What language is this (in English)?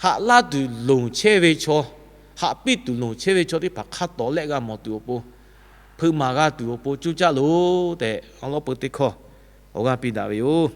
Lahu